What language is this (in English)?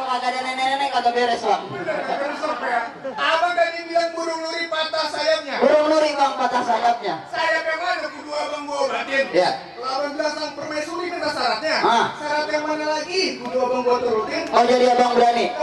Betawi